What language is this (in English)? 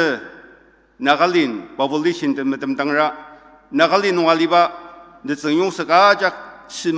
Ao Naga